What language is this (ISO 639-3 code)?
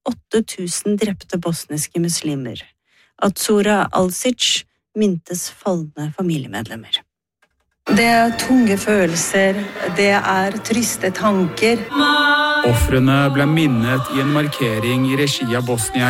nor